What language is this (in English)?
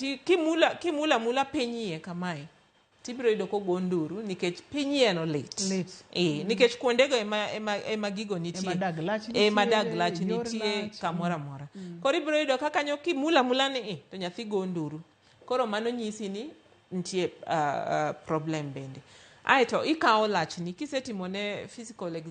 Luo (Kenya and Tanzania)